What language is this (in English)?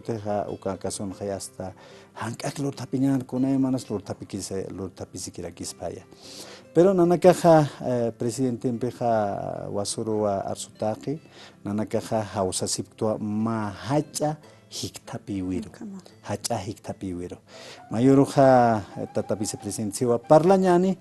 Aymara